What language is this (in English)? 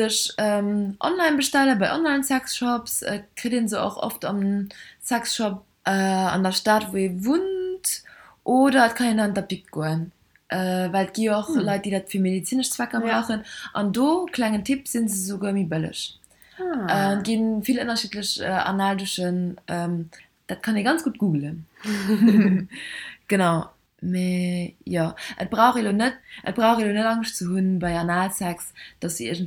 Luxembourgish